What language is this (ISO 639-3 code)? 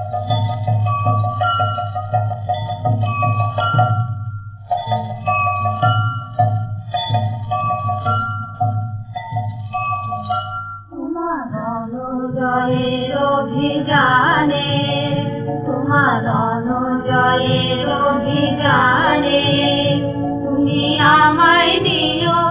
ben